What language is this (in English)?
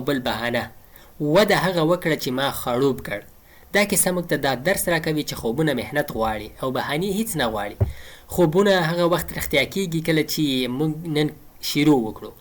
Pashto